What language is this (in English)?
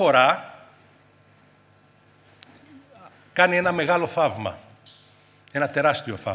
Greek